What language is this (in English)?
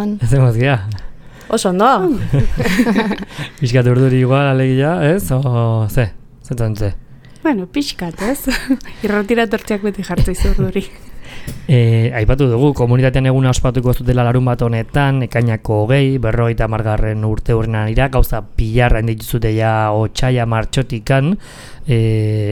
Basque